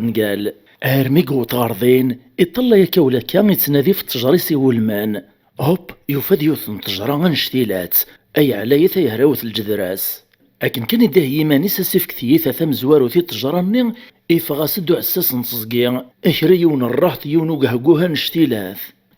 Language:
Kabyle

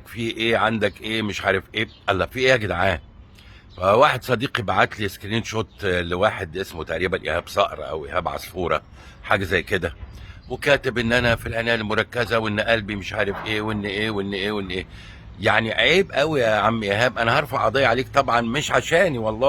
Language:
Egyptian Arabic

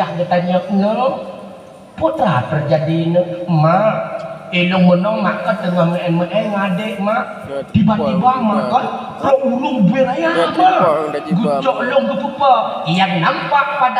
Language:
Achinese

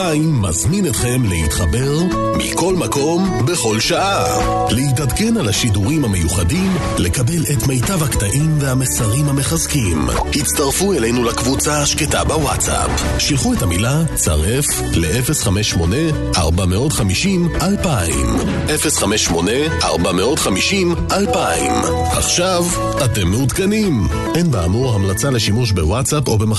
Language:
Hebrew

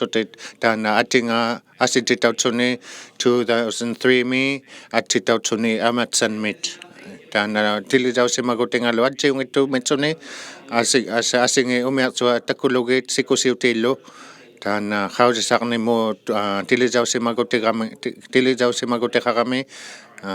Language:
Inuktitut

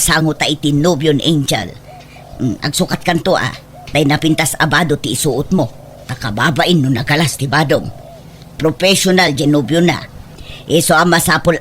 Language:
Iloko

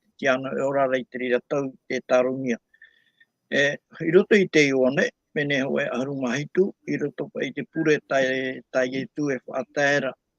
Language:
Tahitian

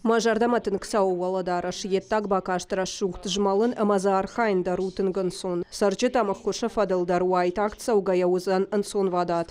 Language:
Ossetic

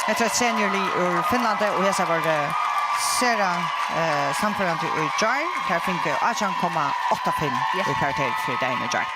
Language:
Faroese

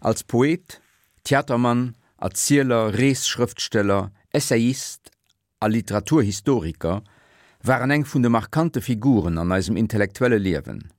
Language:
Luxembourgish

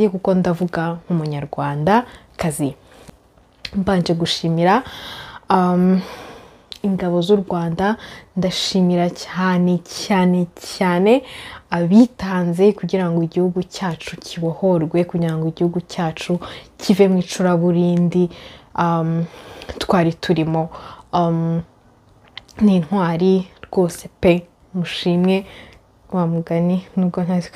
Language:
Kinyarwanda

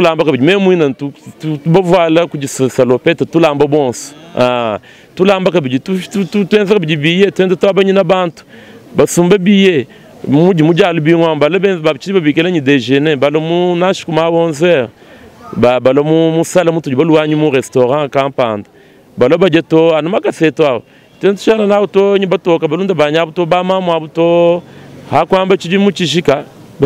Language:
Luba-Lulua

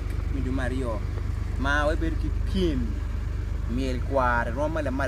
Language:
Acoli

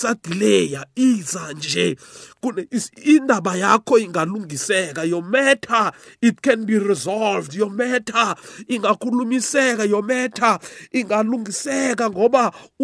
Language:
South Ndebele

